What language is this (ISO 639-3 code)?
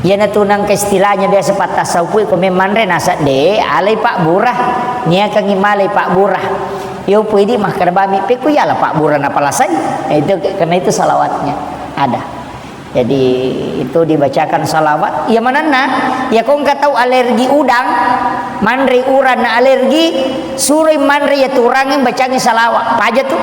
bug